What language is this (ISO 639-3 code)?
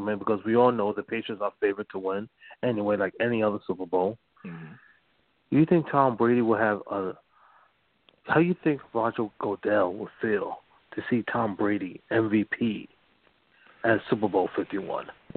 eng